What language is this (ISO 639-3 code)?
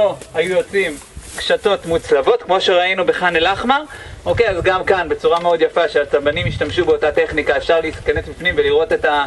heb